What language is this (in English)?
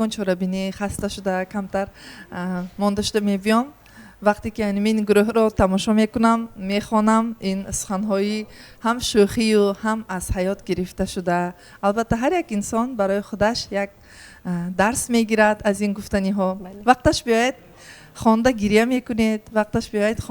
Tajik